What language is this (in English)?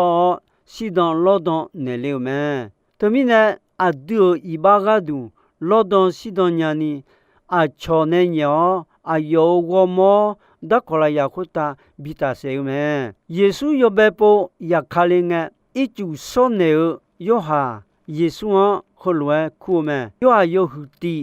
Akha